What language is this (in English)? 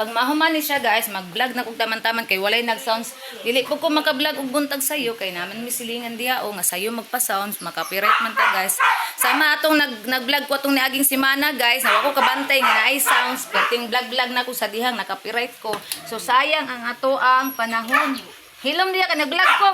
Cebuano